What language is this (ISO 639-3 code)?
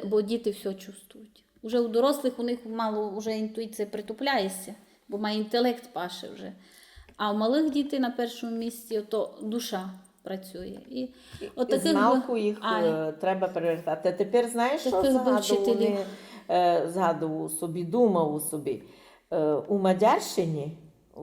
rue